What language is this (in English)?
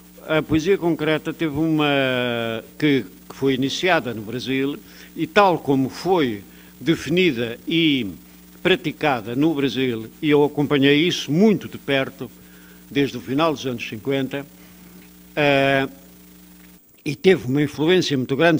Portuguese